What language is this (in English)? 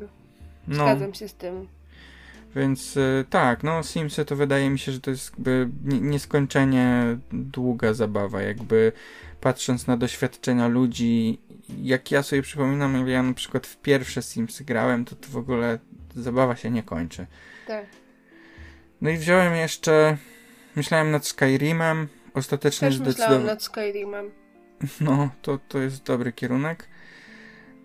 Polish